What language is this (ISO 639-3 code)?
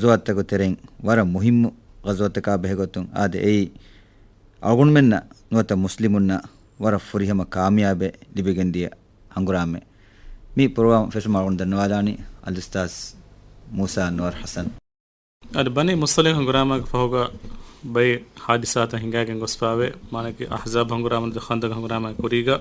div